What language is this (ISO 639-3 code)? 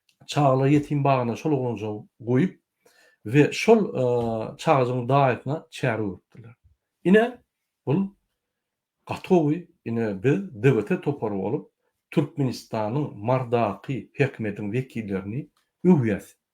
tuk